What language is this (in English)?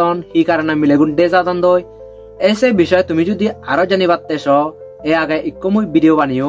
Chakma